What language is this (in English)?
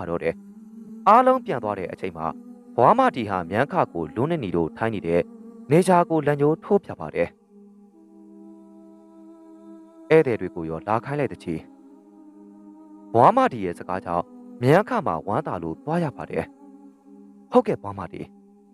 Burmese